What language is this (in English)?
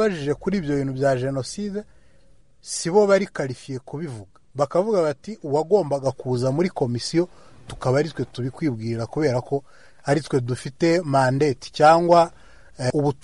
Kinyarwanda